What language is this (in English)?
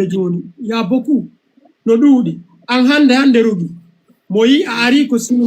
Fula